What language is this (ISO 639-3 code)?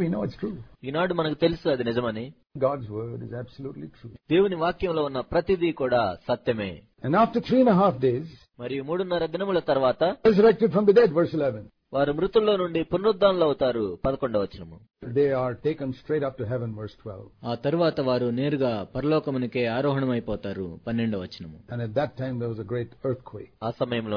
tel